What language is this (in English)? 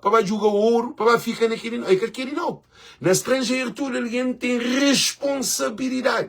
Kabuverdianu